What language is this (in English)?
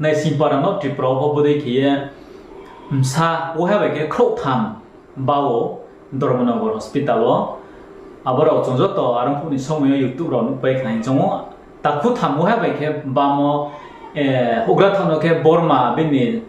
Riang (India)